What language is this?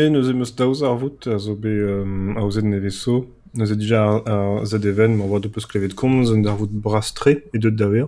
Breton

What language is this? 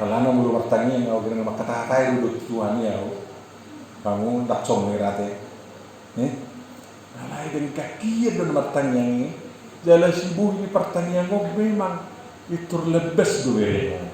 Batak Toba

